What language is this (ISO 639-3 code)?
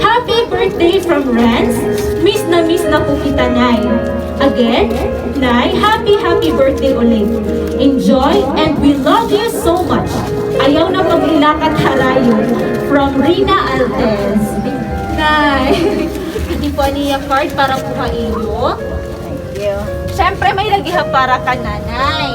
war